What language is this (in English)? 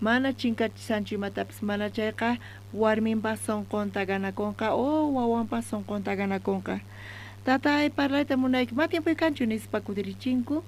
South Bolivian Quechua